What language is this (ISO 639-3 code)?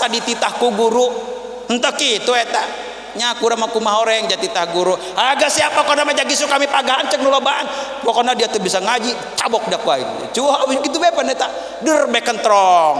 sun